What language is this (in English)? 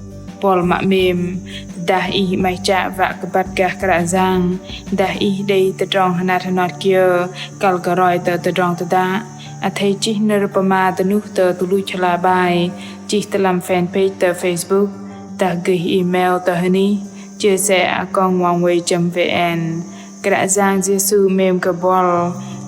Bahnar